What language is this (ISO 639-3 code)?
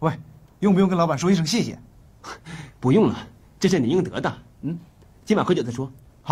zho